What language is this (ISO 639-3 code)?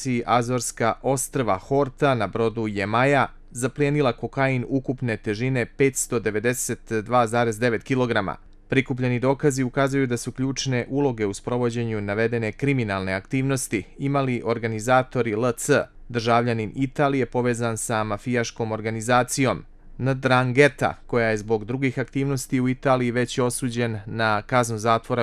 hrv